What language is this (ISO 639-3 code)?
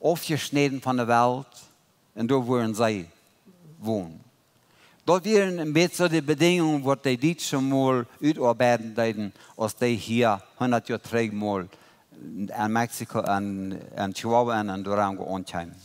pdt